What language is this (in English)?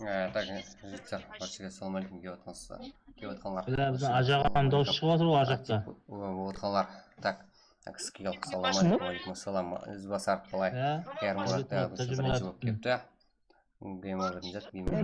Kara-Kalpak